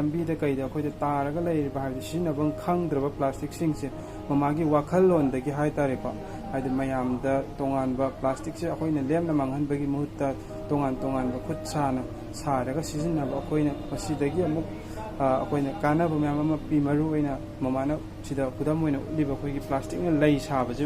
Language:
Manipuri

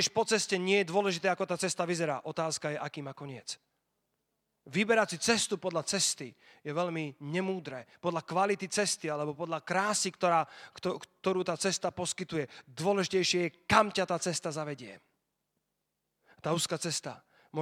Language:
Slovak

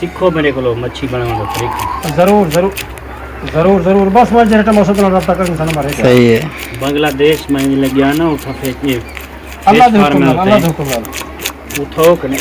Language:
Saraiki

